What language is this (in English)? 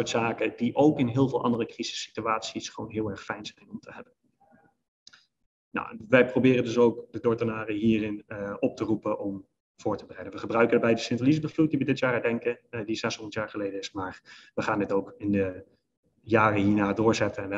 Dutch